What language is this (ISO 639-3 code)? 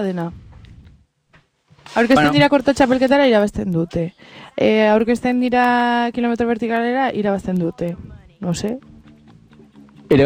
eus